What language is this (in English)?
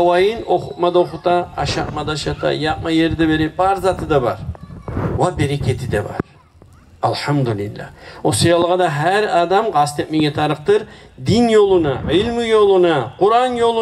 Kumyk